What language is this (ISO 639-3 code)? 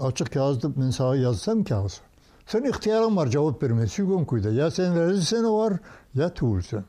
kum